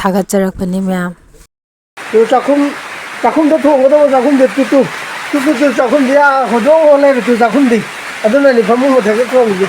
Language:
Manipuri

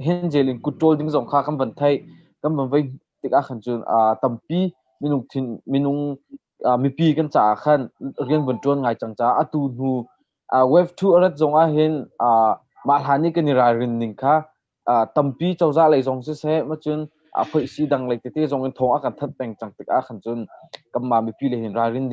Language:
Hakha Chin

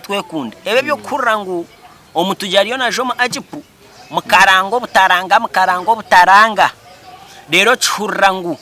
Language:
Nyankole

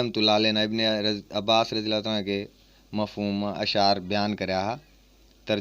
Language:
Haryanvi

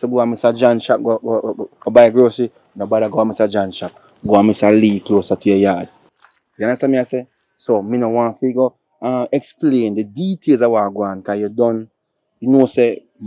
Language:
Jamaican Creole English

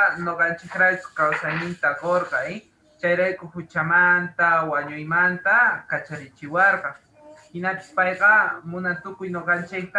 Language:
Quechua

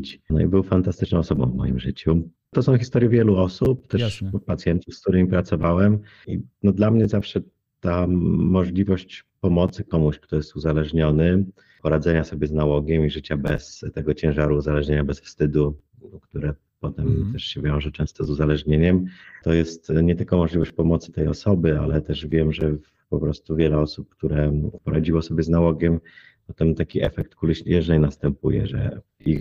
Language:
Polish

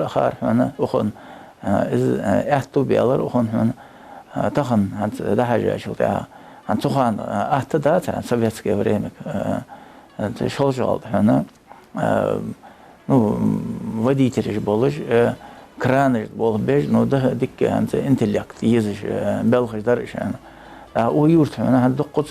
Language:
Ingush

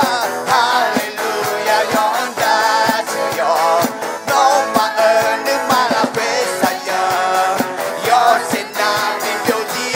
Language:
Akha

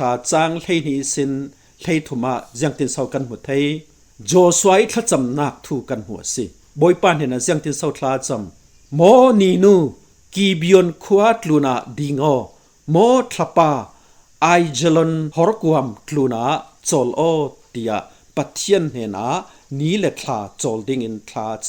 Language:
Falam Chin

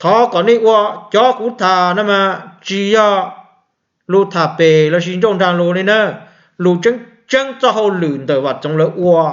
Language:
Hmong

